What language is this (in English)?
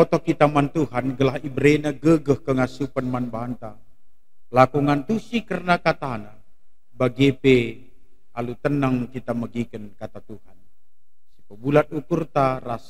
Batak Karo